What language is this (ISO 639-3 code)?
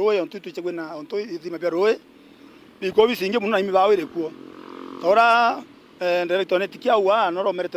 mer